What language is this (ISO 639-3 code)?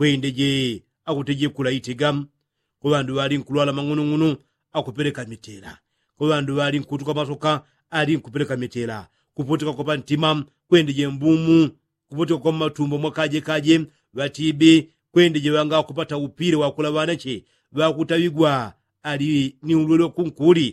yao